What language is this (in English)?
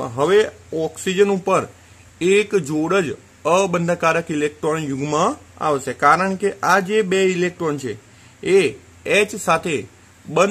Gujarati